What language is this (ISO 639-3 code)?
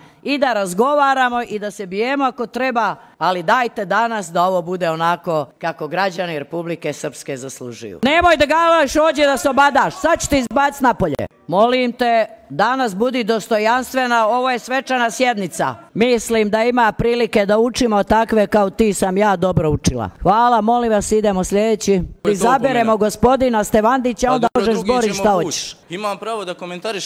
srp